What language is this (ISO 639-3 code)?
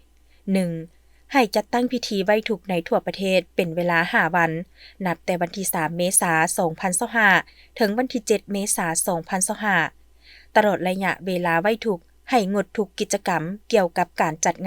lao